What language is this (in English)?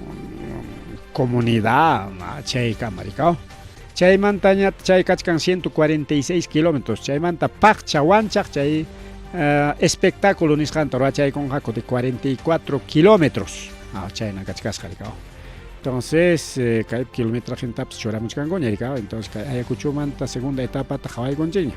Ayacucho Quechua